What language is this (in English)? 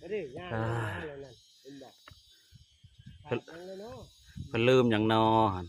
Northeastern Thai